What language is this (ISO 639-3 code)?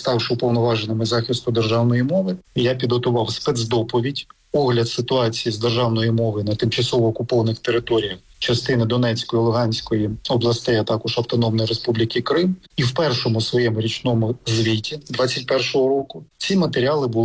ukr